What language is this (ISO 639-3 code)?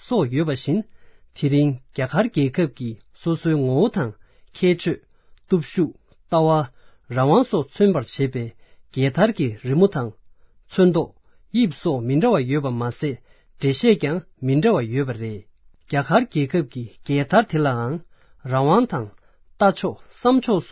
bod